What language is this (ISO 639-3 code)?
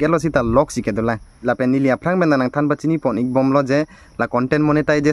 mjw